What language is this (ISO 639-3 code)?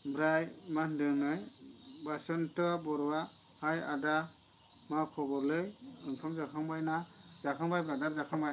brx